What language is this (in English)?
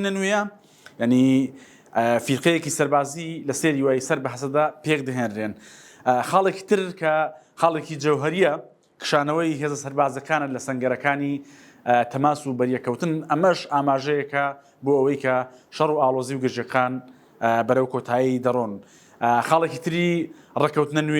Central Kurdish